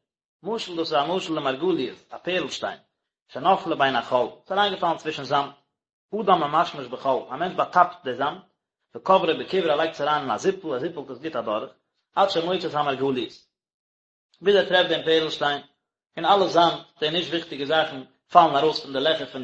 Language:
Yiddish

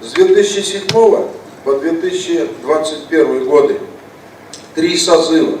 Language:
Tatar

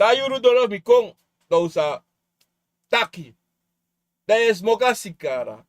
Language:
Sranan Tongo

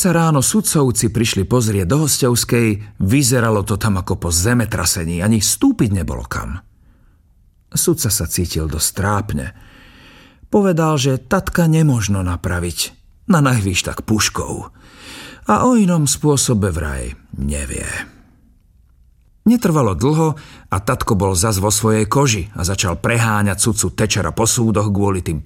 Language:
Slovak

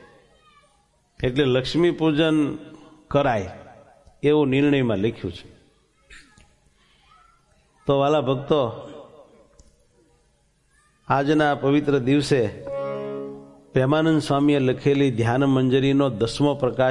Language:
Gujarati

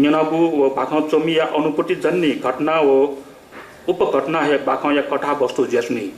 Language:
Newari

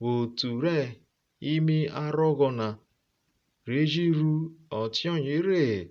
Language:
Urhobo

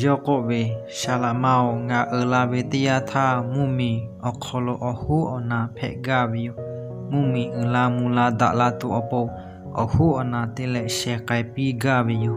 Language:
Lahu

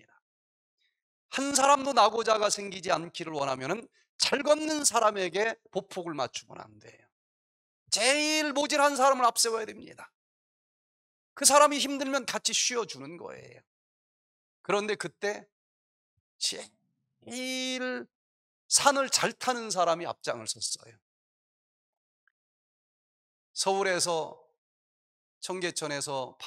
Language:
Korean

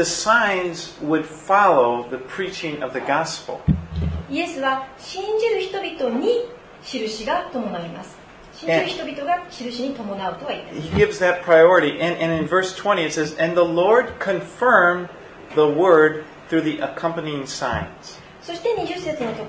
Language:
Japanese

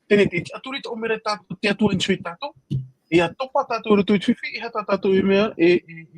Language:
Tahitian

